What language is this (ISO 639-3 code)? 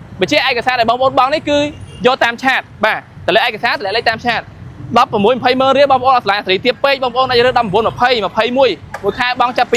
khm